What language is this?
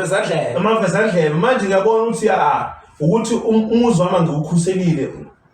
Zulu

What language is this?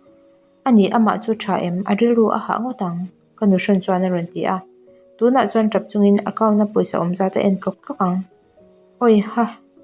Mizo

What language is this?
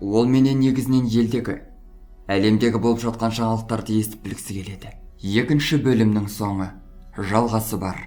Kazakh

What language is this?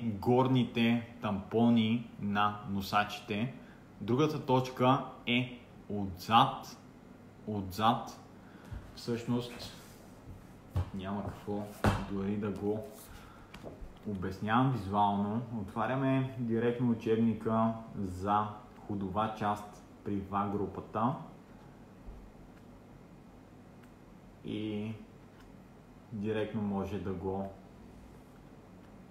Bulgarian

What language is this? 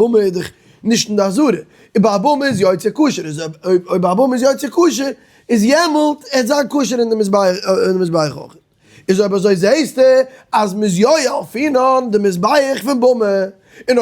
Yiddish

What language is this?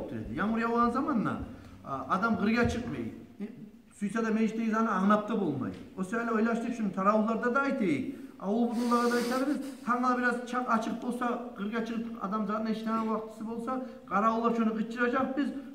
Kumyk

